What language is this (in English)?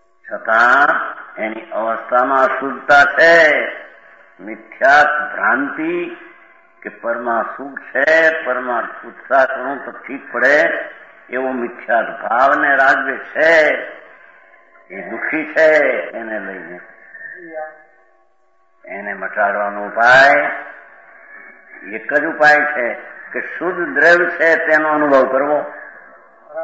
Gujarati